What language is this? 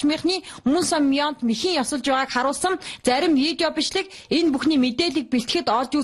Mongolian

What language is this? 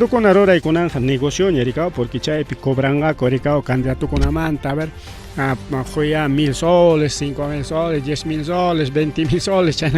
Ayacucho Quechua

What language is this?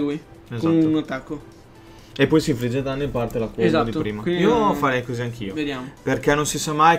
Italian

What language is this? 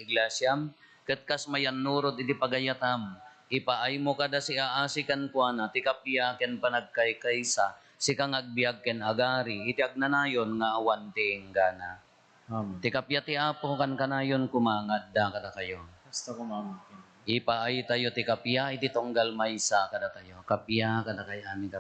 Iloko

